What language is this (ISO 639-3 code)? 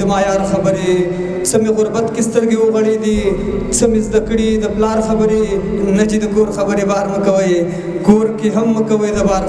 pus